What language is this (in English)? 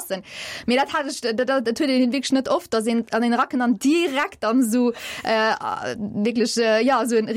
Luxembourgish